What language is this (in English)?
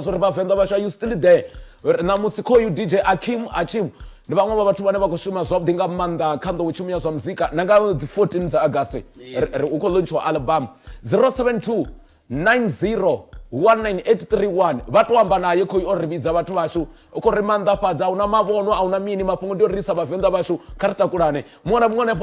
Venda